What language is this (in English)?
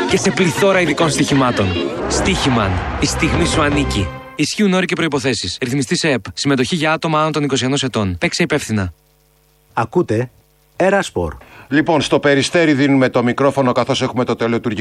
Greek